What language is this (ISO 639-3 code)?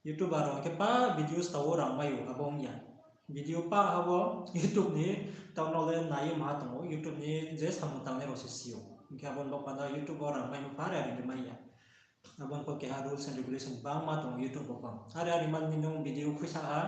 ria